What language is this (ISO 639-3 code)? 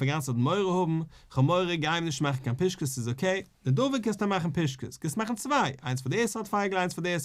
yid